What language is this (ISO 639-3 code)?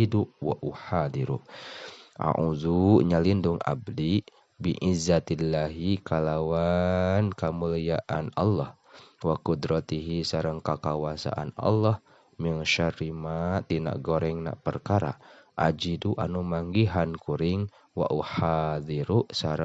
sun